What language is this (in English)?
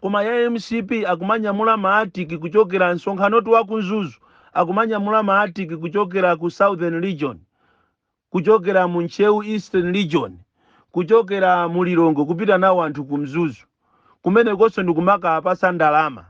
Nyanja